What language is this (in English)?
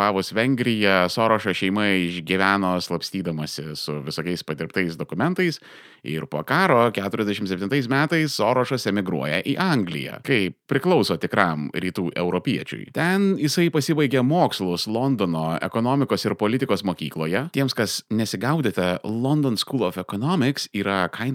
Lithuanian